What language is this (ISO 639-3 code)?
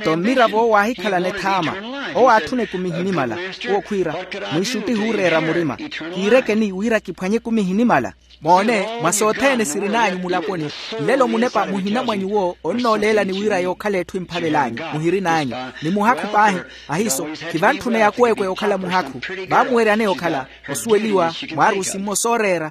vmw